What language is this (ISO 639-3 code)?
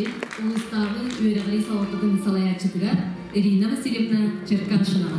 sah